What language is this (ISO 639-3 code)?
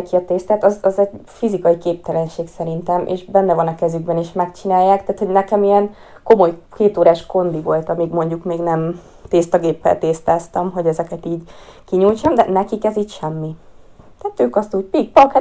hun